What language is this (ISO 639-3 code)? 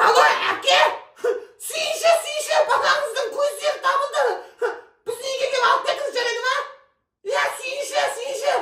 kaz